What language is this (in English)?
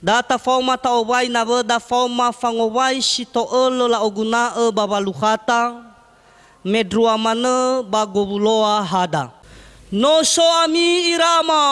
Nias